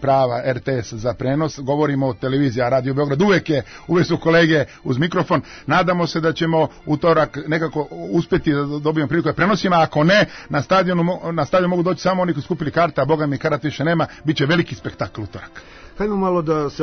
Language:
Serbian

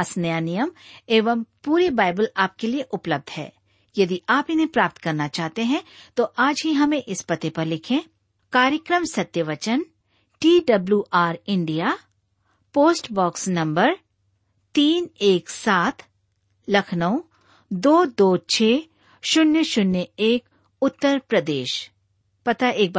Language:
Hindi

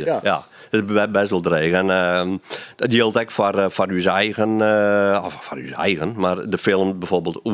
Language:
Western Frisian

